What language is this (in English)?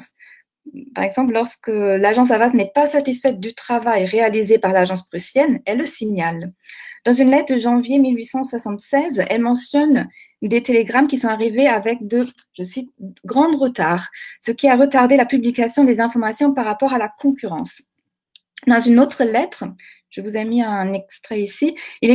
French